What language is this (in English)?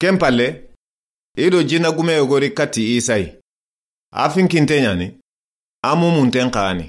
Soninke